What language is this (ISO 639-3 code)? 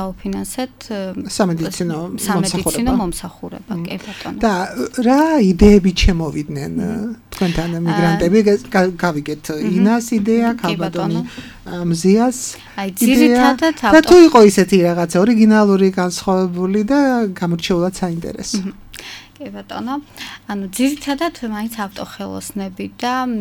kat